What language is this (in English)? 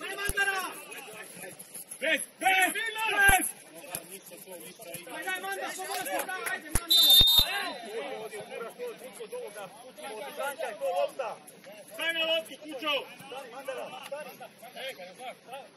Croatian